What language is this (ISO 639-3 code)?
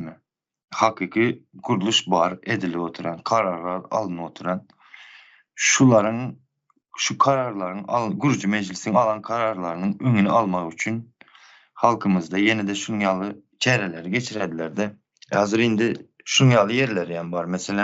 tuk